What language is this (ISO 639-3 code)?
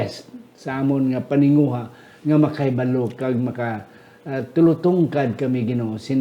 hil